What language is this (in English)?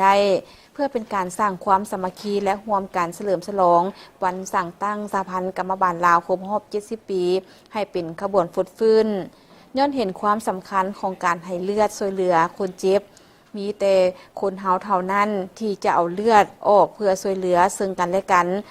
Lao